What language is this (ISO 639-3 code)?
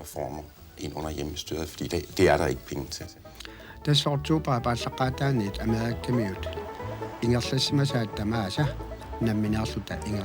kal